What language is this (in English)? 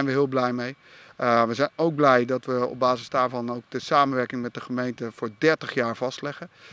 Dutch